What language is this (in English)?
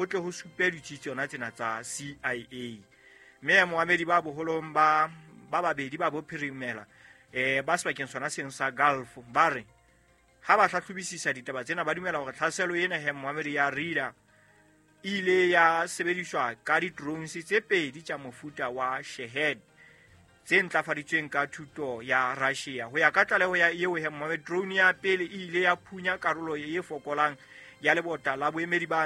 Southern Sotho